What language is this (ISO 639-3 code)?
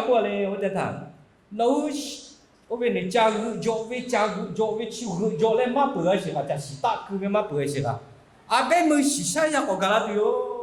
lhu